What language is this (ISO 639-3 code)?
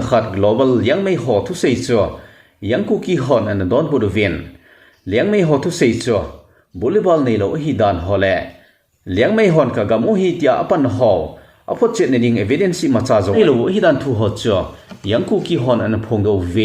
tcz